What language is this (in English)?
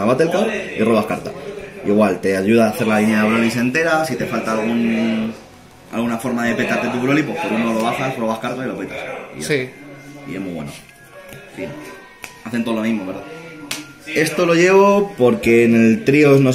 Spanish